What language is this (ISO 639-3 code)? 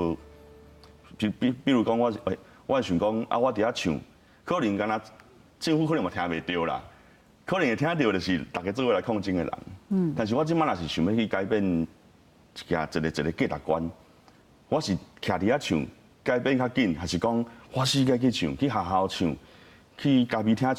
nan